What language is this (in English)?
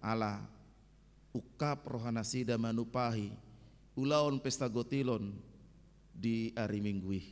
Batak Toba